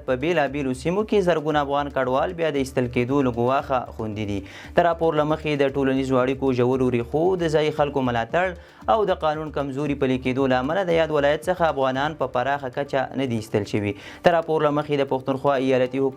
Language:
Pashto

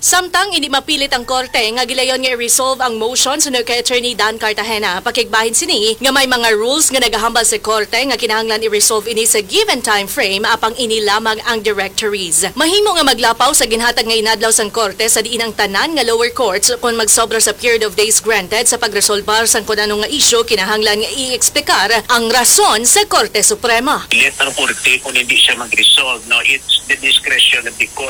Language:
Hiligaynon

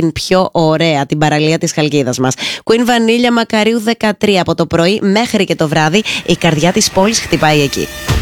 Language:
Greek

